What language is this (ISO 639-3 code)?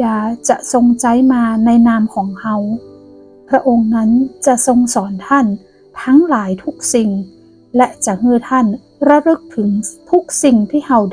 nod